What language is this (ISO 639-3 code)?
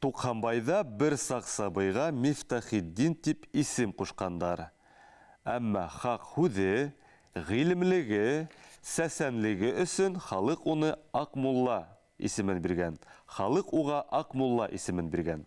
bak